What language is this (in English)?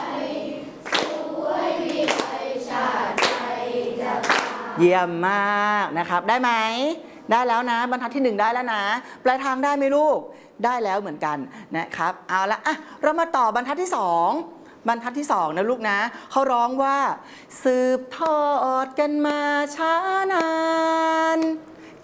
Thai